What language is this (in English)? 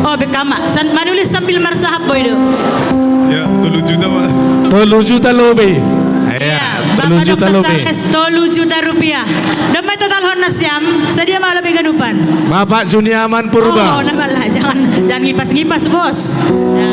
Batak Simalungun